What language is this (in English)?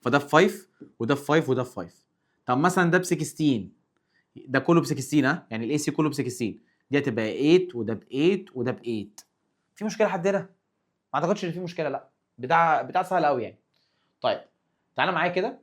Egyptian Arabic